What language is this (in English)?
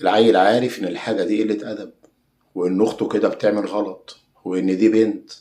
Egyptian Arabic